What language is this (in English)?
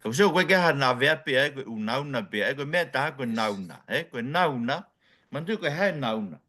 Tongan